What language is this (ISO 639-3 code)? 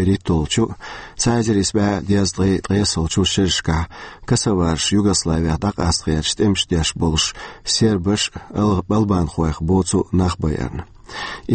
che